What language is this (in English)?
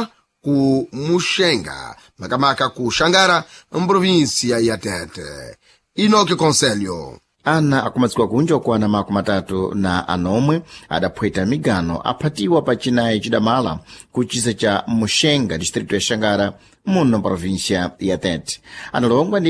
Sena